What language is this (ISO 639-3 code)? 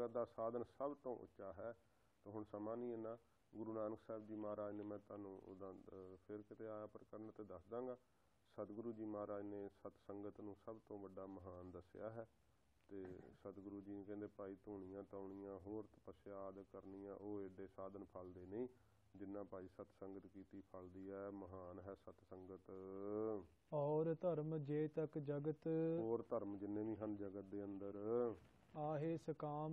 pan